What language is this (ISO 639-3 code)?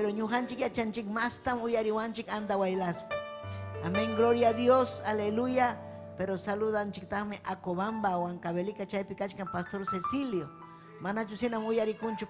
quy